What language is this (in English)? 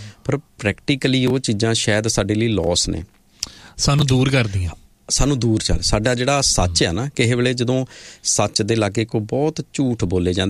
Punjabi